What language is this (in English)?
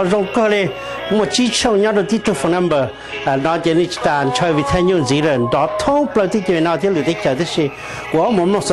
Hmong